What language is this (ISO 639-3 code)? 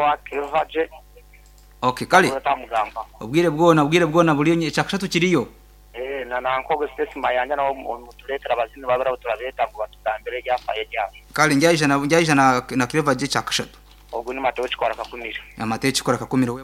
nyn